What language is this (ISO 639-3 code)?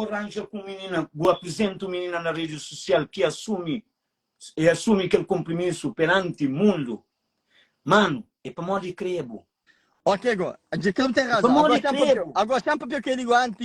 kea